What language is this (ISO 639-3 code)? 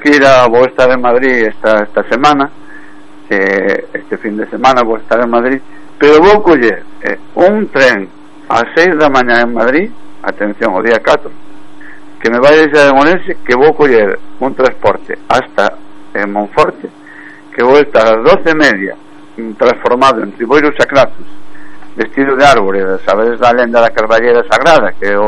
glg